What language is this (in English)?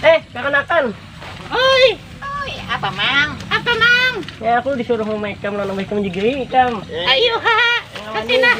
Banjar